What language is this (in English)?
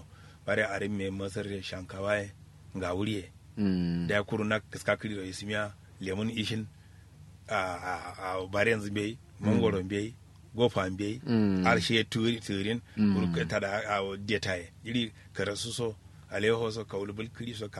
Kanuri